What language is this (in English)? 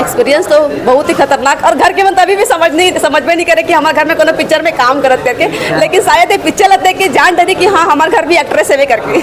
Chhattisgarhi